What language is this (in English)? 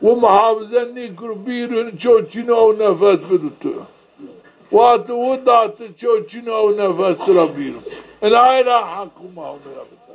Zaza